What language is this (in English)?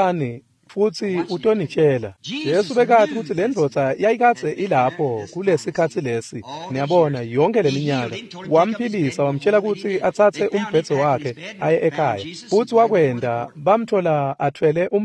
Swati